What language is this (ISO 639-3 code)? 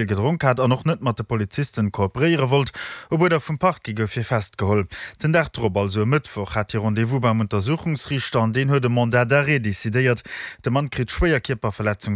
ltz